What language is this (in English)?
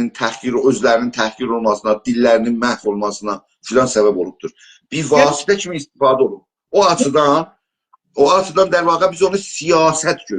South Azerbaijani